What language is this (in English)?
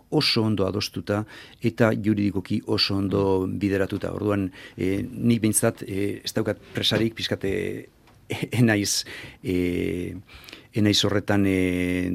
Basque